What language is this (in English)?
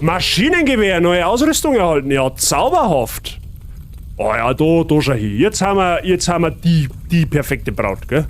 Bavarian